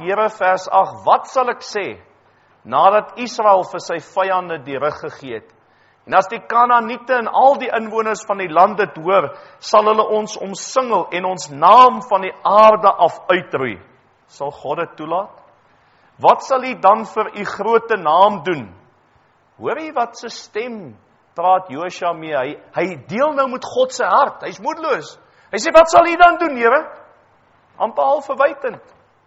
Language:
Afrikaans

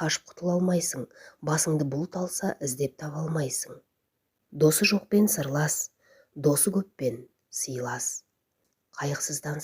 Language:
Kazakh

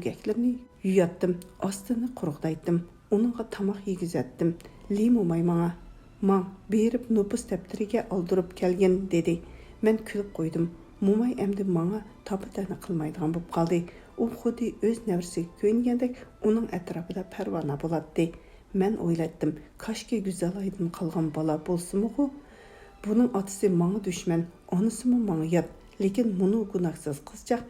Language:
Uyghur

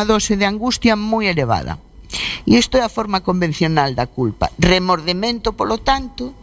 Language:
Galician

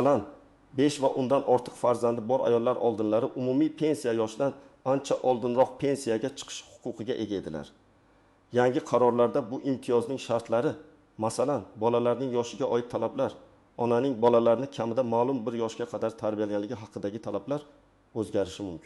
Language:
Uzbek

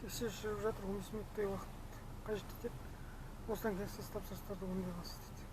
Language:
Kazakh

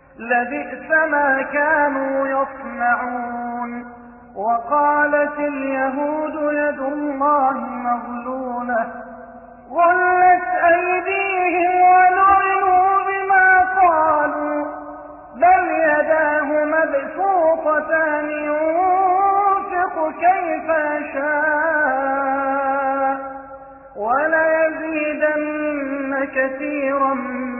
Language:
Arabic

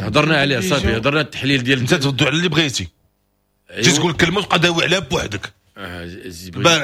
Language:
Moroccan Arabic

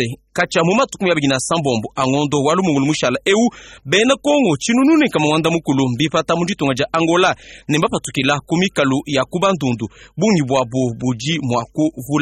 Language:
Luba-Lulua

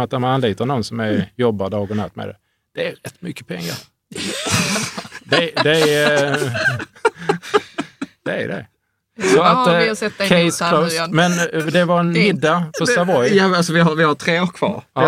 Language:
Swedish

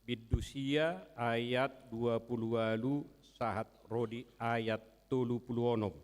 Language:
Batak Toba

